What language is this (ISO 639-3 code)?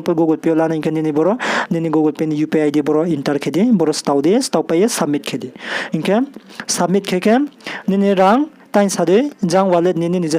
ria